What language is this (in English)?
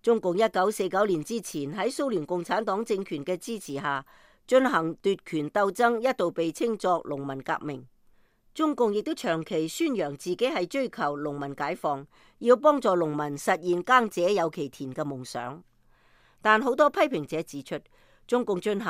Cantonese